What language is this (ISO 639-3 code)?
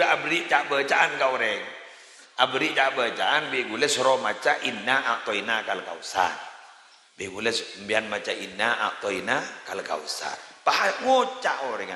mad